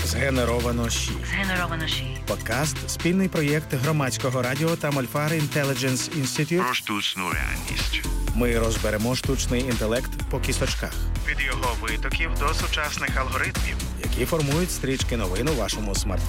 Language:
Ukrainian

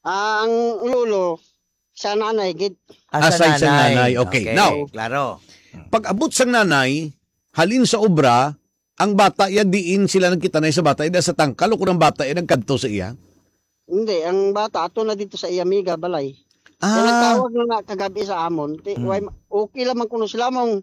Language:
Hiligaynon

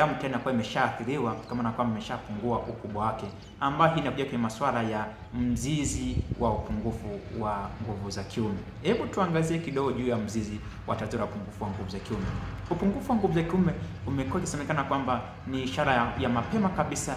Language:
Swahili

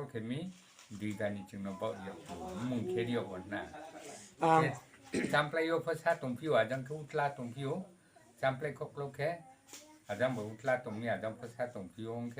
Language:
Riang (India)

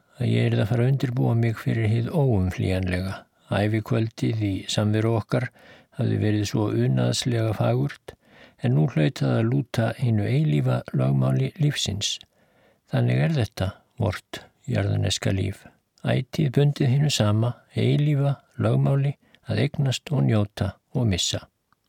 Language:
Icelandic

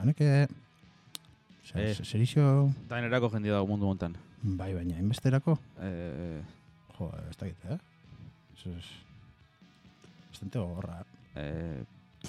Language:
Basque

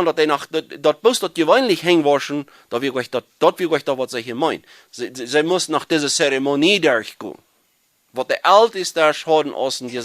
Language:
Plautdietsch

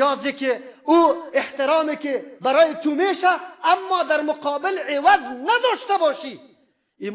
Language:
Persian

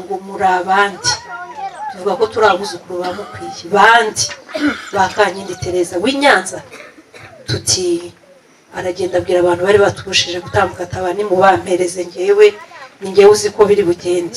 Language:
Kinyarwanda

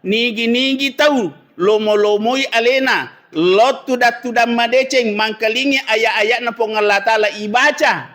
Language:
Buginese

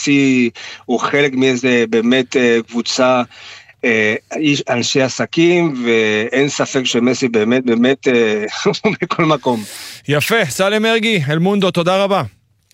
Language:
Hebrew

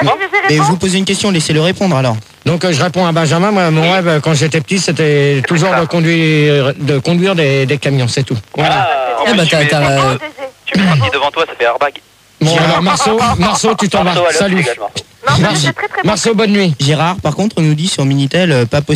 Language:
French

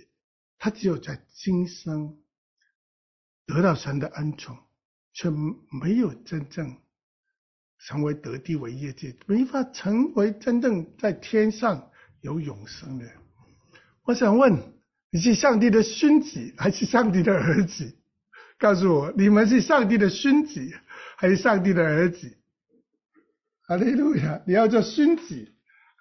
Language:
Chinese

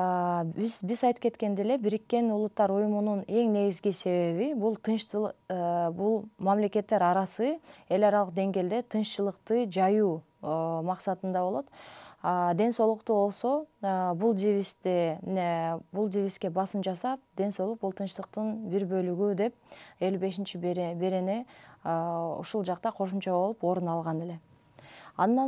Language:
Kyrgyz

